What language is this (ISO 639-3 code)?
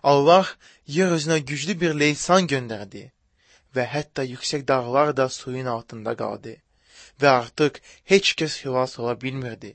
aze